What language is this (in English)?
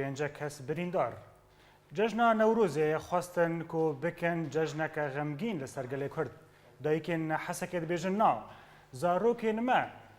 Kurdish